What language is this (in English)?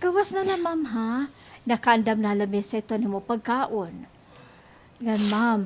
Waray